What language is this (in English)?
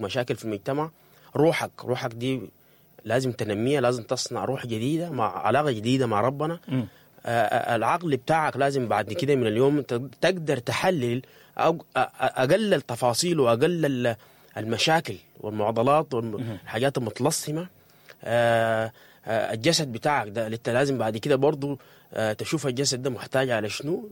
Sudanese Arabic